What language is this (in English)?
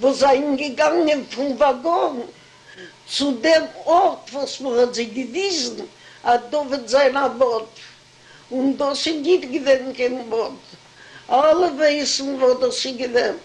Yiddish